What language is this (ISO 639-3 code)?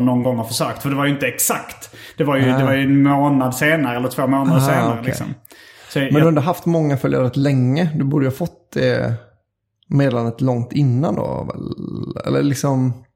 swe